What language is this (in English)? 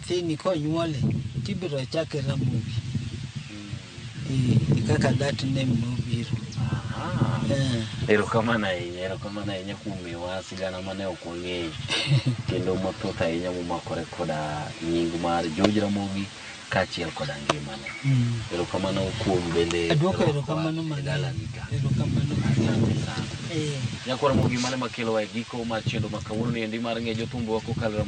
Luo (Kenya and Tanzania)